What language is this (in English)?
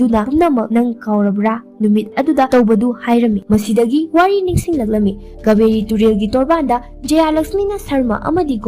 Manipuri